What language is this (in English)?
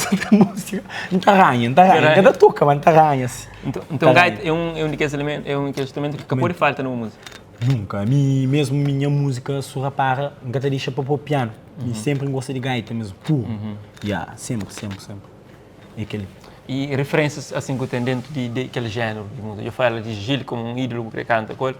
Kabuverdianu